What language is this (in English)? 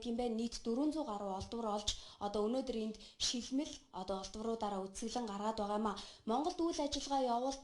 Mongolian